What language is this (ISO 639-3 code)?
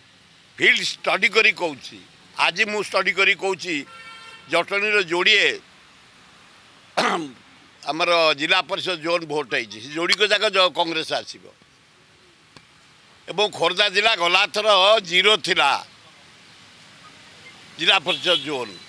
ori